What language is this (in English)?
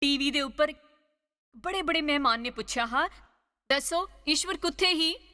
Dogri